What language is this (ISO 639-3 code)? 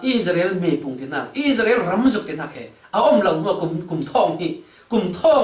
cfm